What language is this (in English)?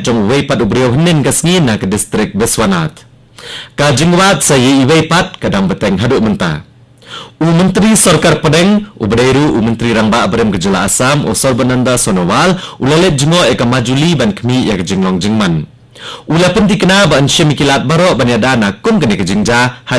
Khasi